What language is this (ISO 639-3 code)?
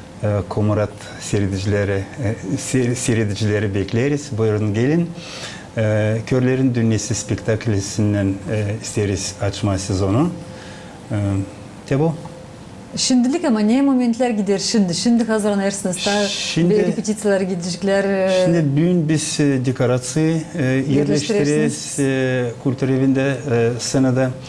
gag